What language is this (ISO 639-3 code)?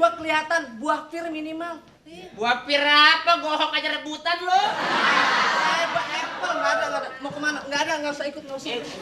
bew